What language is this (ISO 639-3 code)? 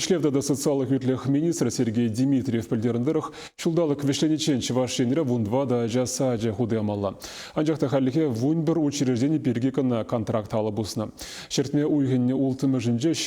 chv